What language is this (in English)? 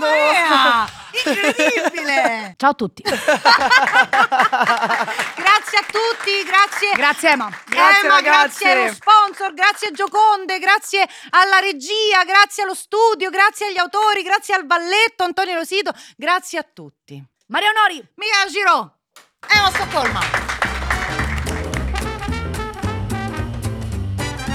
Italian